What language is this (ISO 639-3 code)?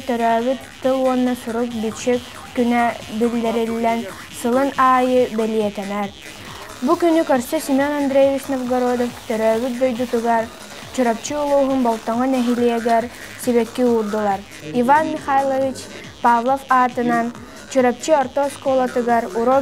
sah